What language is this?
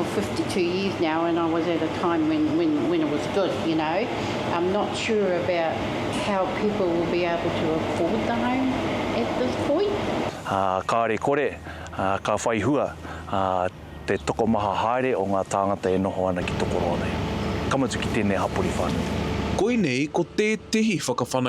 Māori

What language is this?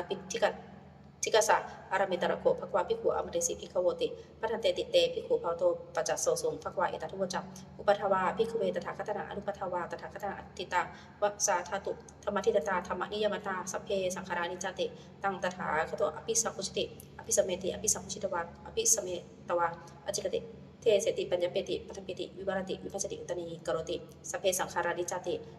Pali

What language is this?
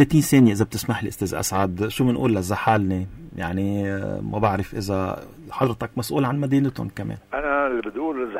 North Levantine Arabic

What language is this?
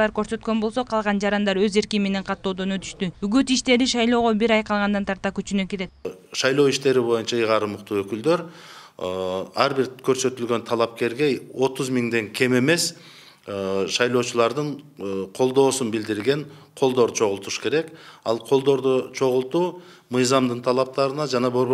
Kyrgyz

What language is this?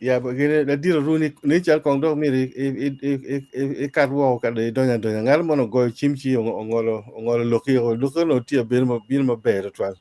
Acoli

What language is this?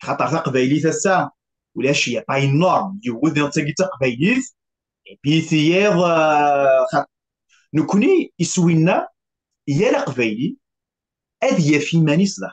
Kabyle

